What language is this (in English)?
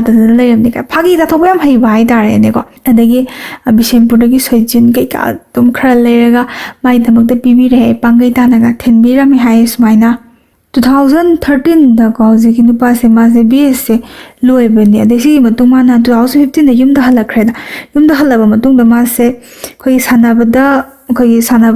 Manipuri